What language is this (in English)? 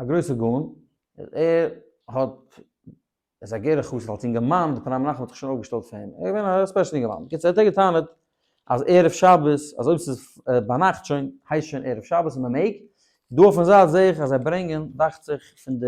Yiddish